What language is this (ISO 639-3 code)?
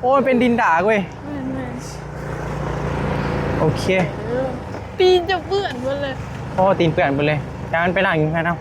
tts